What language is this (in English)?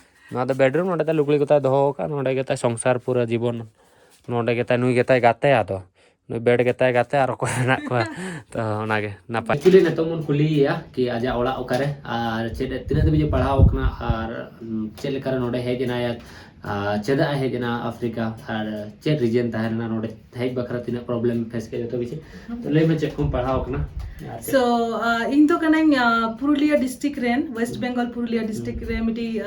Santali